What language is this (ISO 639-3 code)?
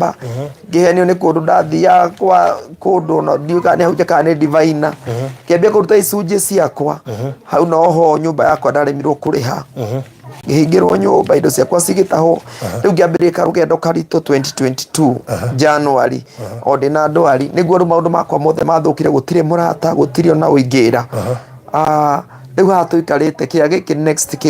kik